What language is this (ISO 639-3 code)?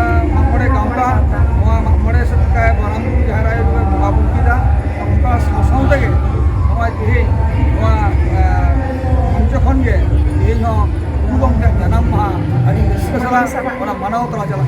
sat